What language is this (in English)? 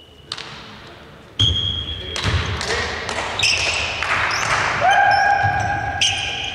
Greek